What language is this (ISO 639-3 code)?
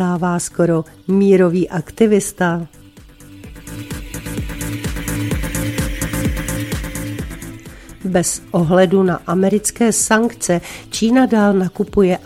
ces